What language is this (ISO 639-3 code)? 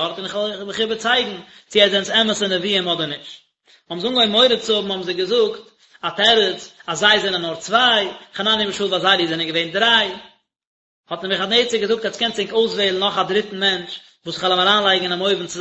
yid